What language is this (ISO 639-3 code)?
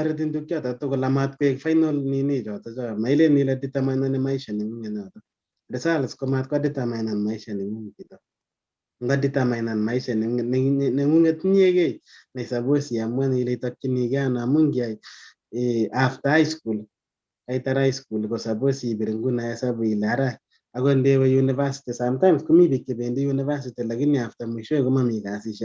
kln